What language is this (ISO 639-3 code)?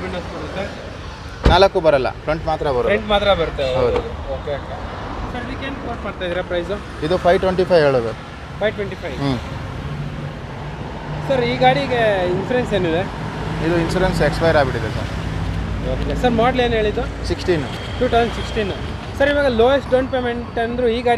kan